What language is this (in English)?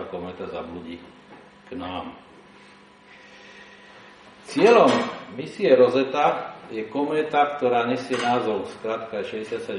Slovak